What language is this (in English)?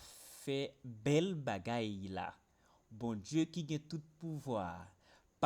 Haitian Creole